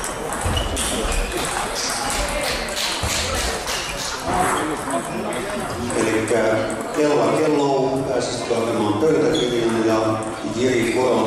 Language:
Finnish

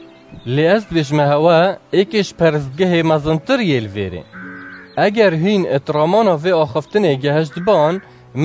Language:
Kurdish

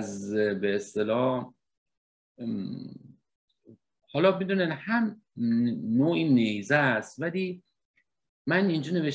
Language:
Persian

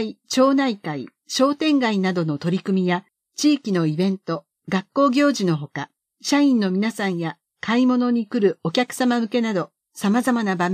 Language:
Japanese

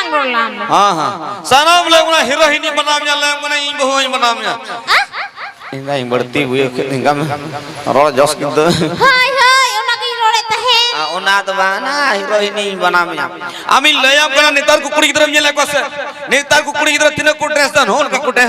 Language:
Santali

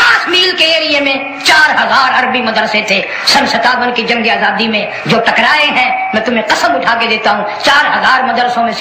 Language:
Urdu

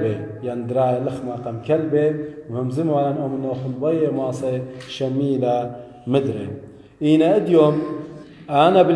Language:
Assyrian Neo-Aramaic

